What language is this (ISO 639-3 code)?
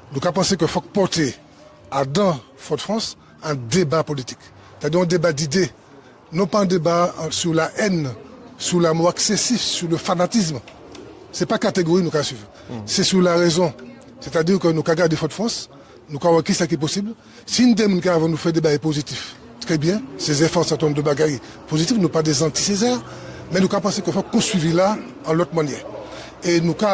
gcf